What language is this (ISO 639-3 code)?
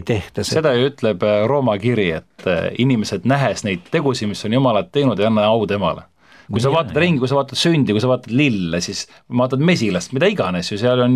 est